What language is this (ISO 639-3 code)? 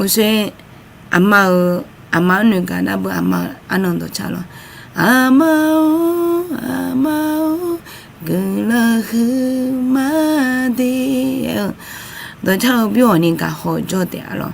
ahk